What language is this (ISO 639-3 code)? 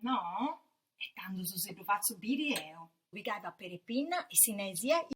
srd